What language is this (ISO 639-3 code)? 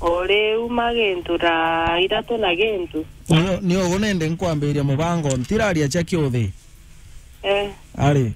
mer